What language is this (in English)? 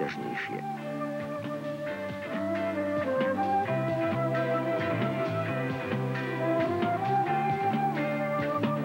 Slovak